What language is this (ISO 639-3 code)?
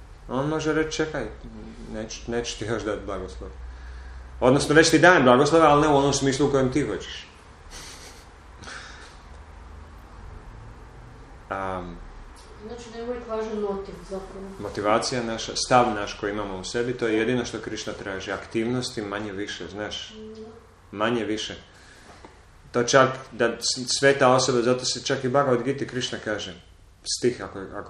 hrv